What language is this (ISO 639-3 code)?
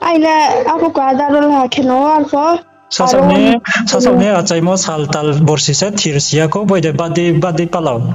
ria